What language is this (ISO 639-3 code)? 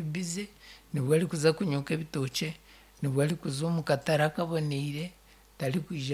nyn